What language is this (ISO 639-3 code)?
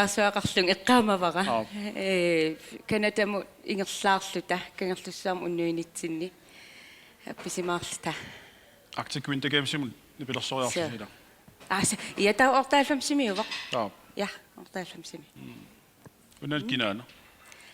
kal